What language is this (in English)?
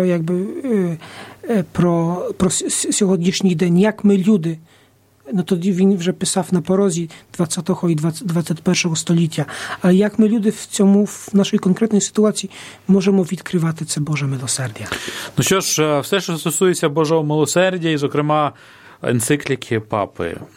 Ukrainian